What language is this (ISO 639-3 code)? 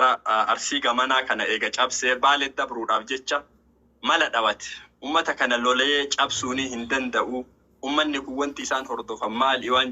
orm